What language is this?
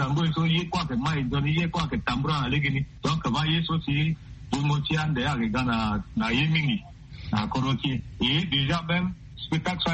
Sango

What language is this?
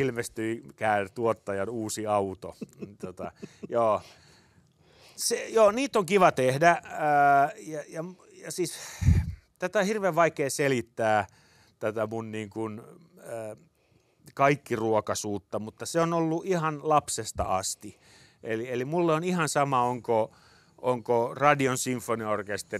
Finnish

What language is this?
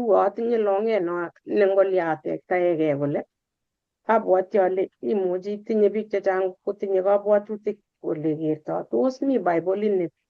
Kalenjin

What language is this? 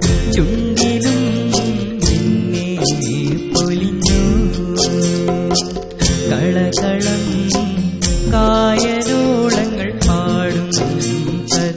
Malayalam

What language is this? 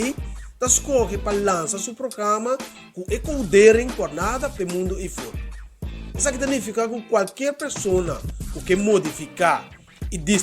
Papiamento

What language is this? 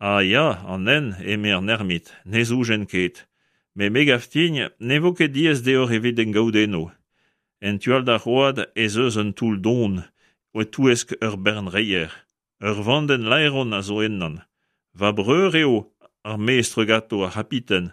Breton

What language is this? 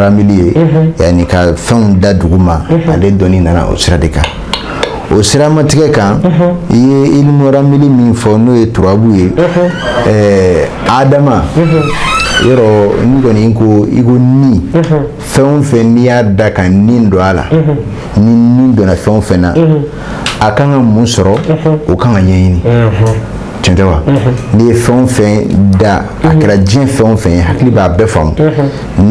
Bambara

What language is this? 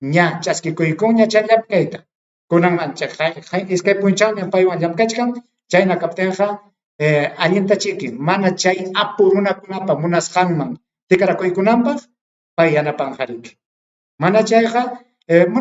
Ayacucho Quechua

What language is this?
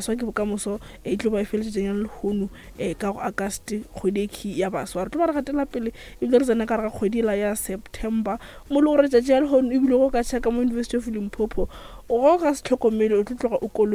Northern Sotho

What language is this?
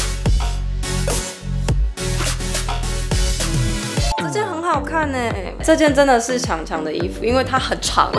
Chinese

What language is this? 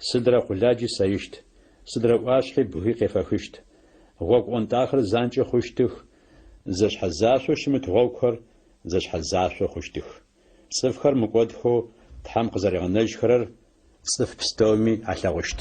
Adyghe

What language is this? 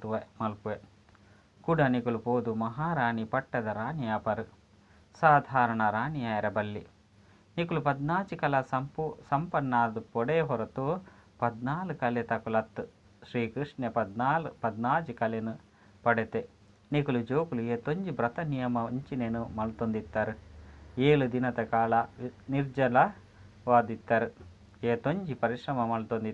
Tulu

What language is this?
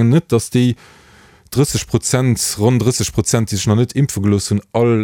Luxembourgish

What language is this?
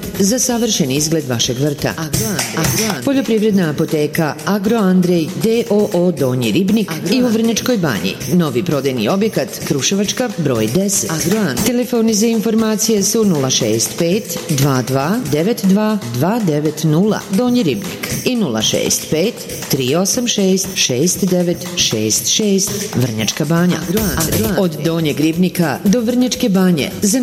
Serbian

